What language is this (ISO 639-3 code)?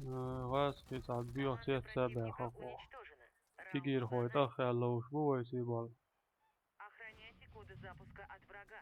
che